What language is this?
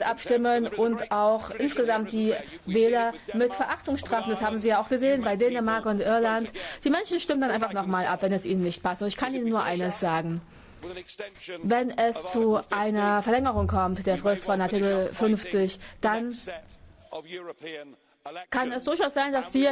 German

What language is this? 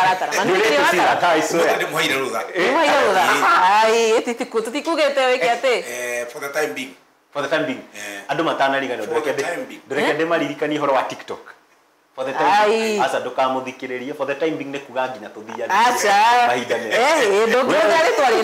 Kikuyu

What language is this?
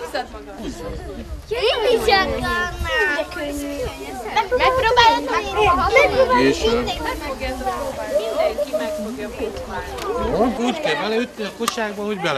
Hungarian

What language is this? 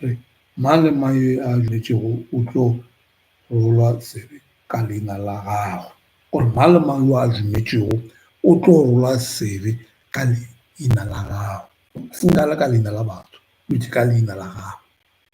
Northern Sotho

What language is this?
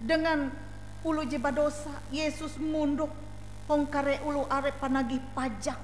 Ngaju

